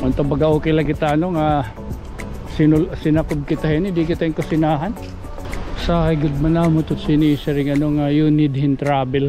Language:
Waray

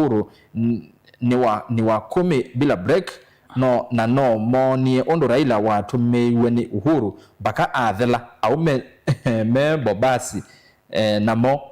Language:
Kamba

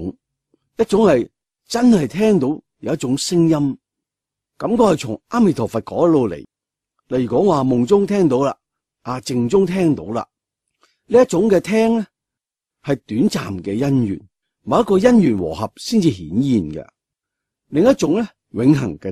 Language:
Cantonese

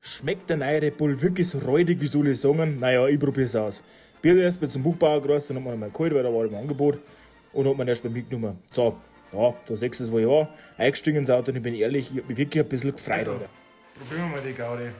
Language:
Bavarian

